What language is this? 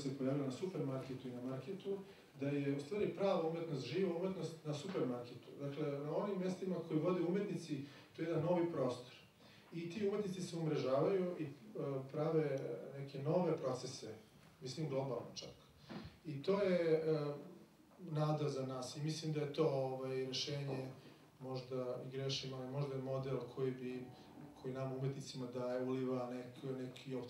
Serbian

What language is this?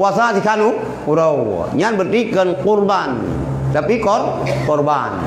Achinese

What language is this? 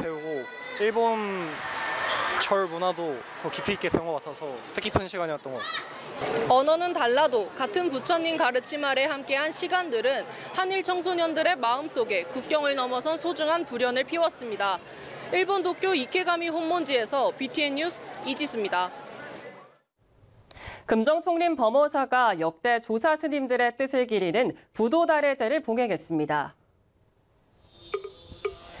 Korean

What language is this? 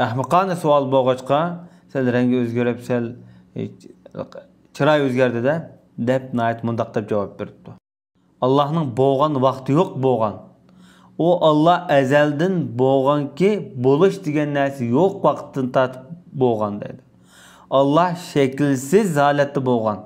Uyghur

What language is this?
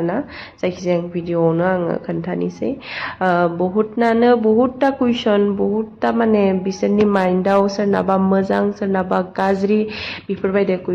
Bodo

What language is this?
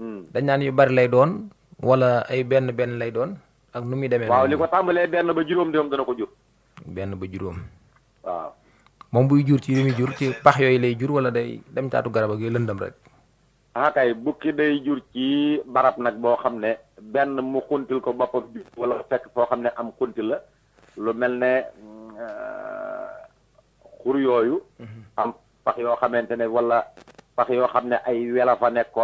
Wolof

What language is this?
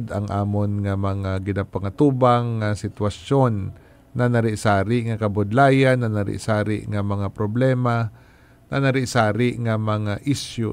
Hiligaynon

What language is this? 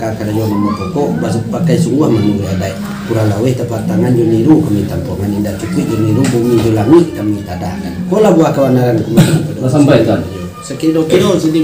Minangkabau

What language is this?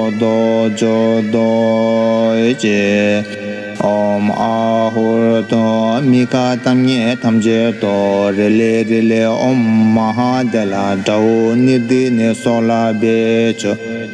Tibetan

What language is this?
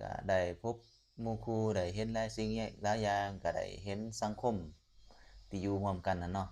Lao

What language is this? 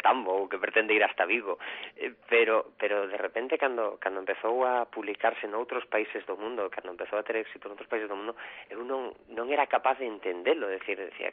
Galician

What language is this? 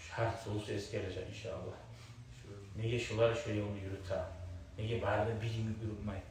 Kumyk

